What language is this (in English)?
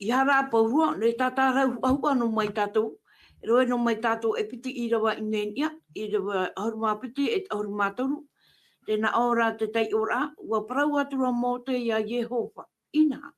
Tahitian